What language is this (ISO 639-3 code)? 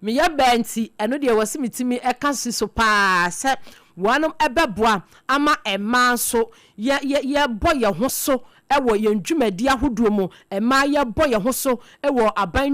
aka